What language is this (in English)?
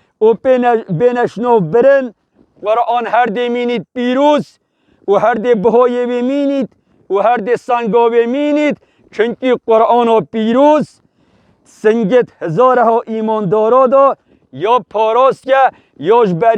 Kurdish